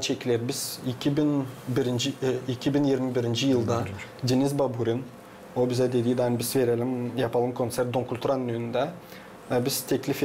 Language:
Gagauz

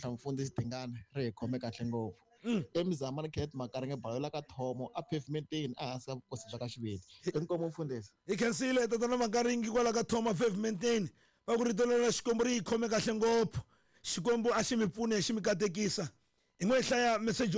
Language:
Tsonga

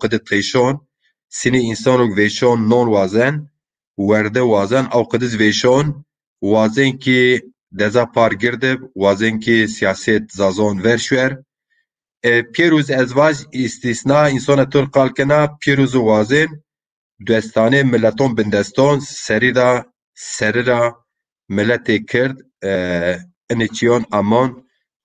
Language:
Zaza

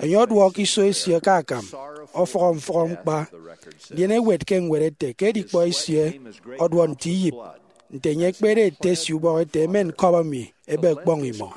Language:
Efik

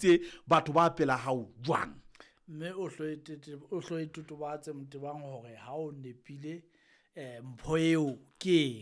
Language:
Southern Sotho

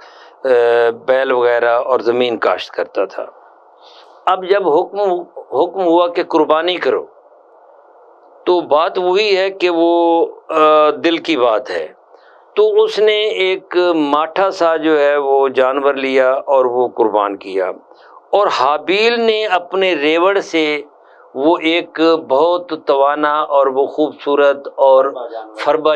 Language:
Urdu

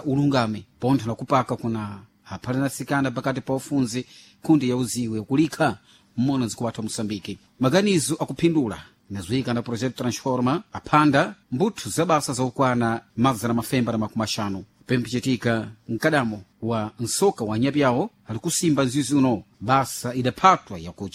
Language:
Sena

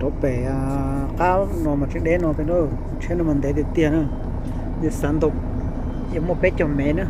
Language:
Hmong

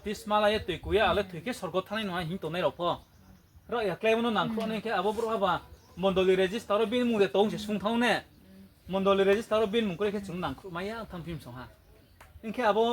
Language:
Riang (India)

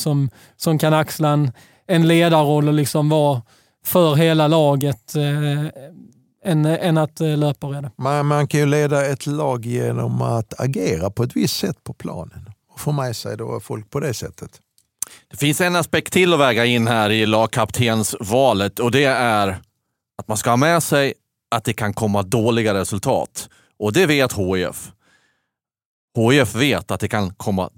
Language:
Swedish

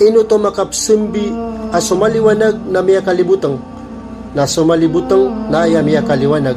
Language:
Maranao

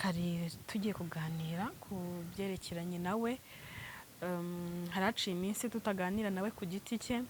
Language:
Kinyarwanda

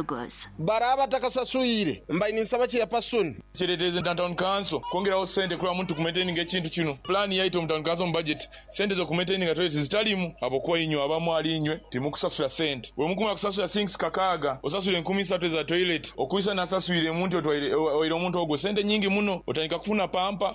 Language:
Nyoro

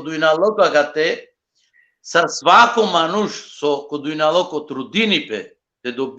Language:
Balkan Romani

